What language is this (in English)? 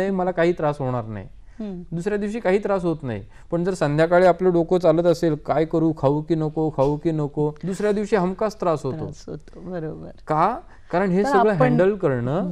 Marathi